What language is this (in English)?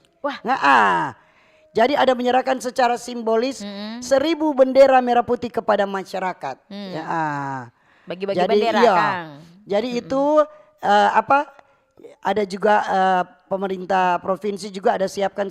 Manado Malay